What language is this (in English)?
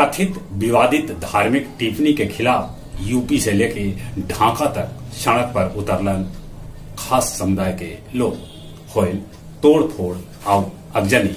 Magahi